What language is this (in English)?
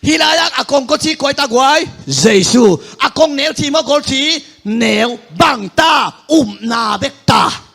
Tedim Chin